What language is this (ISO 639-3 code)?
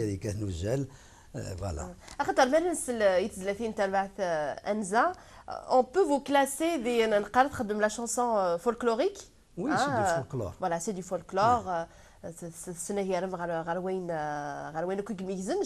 kab